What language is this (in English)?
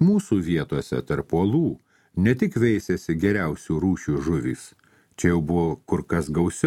Lithuanian